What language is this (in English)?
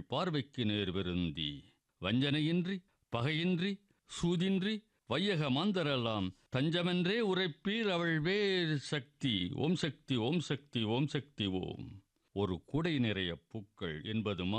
Tamil